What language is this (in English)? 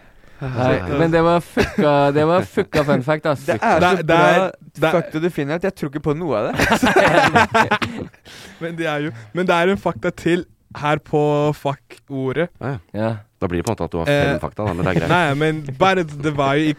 Norwegian